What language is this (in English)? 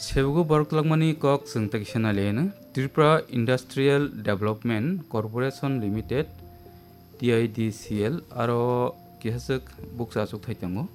Kok Borok